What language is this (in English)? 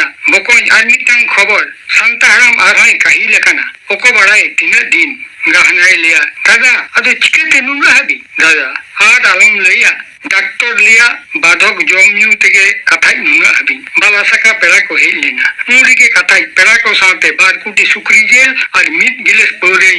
Santali